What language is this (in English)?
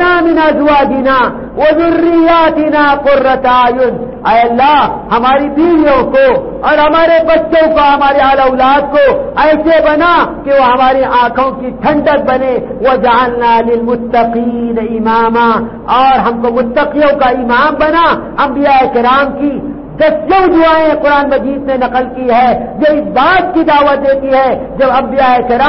Urdu